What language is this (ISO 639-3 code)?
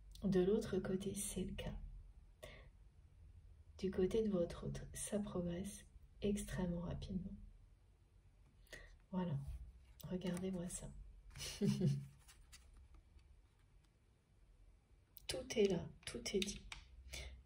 fra